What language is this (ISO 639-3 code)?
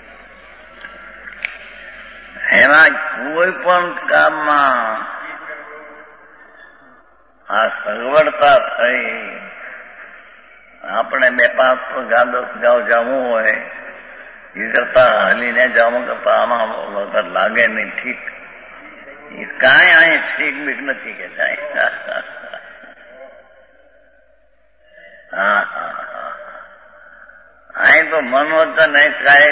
guj